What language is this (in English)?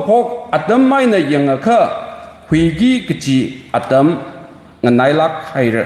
Tangkhul Naga (India)